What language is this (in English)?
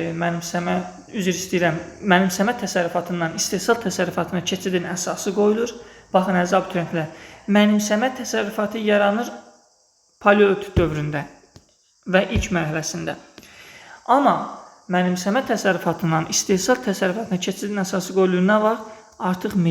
Azerbaijani